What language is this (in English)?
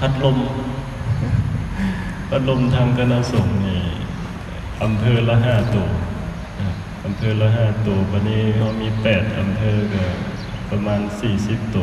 Lao